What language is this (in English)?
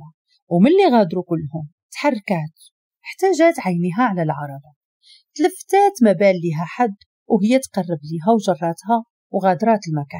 Moroccan Arabic